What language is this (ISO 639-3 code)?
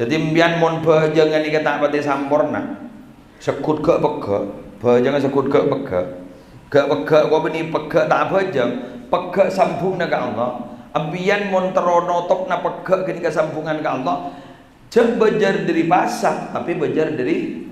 mad